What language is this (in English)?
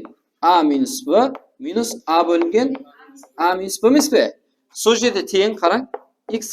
Kara-Kalpak